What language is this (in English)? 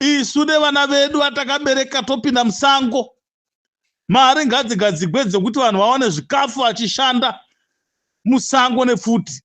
Shona